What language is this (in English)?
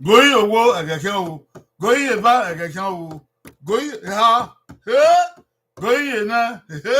Bini